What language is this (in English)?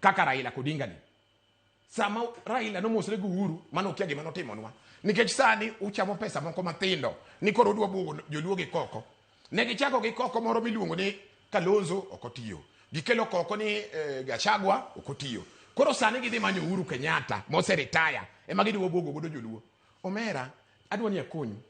Luo (Kenya and Tanzania)